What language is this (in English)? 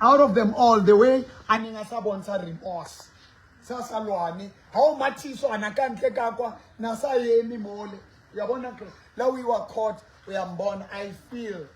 Southern Sotho